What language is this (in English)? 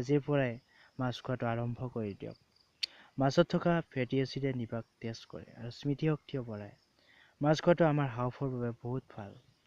Assamese